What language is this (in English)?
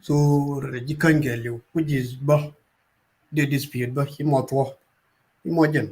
Nuer